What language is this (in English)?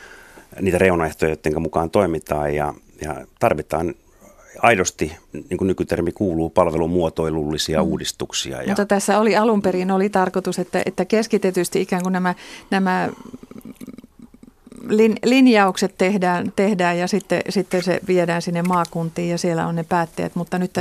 Finnish